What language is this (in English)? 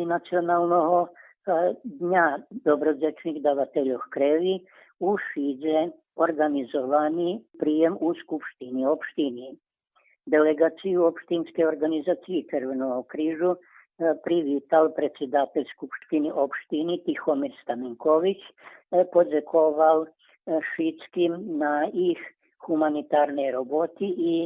Rusyn